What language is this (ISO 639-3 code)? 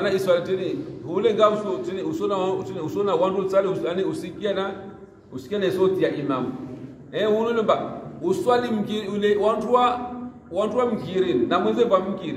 swa